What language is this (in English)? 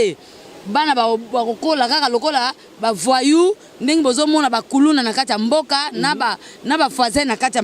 Lingala